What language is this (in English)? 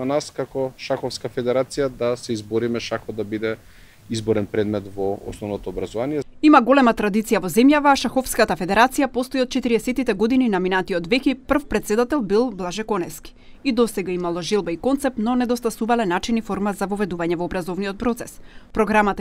Macedonian